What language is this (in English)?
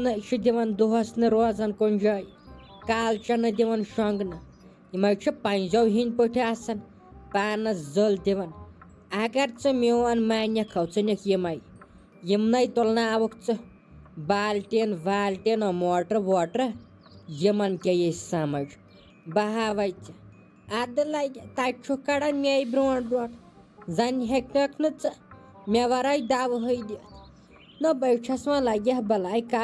Kashmiri